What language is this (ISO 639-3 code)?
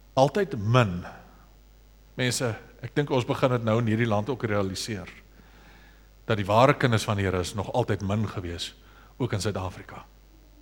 afr